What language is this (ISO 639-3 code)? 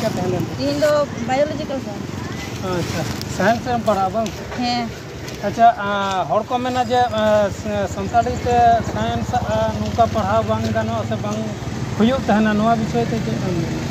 sat